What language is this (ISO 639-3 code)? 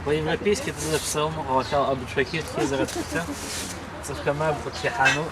ady